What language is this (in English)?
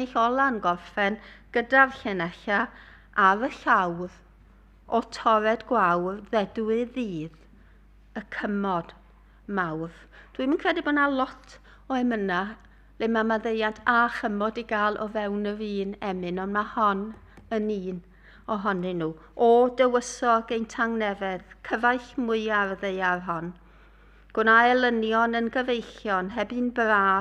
Welsh